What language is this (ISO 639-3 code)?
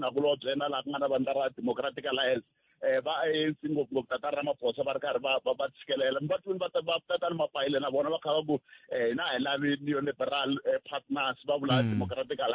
tso